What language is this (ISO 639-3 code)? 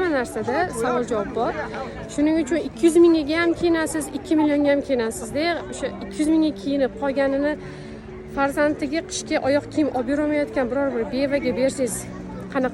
uzb